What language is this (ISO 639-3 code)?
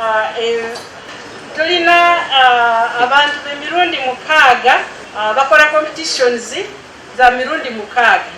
lug